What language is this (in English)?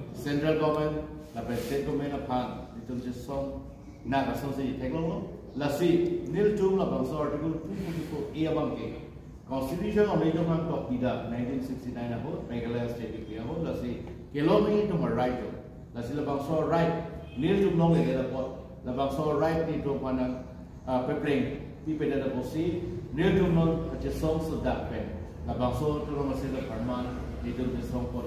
Karbi